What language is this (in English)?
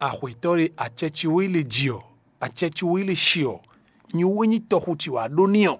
Fon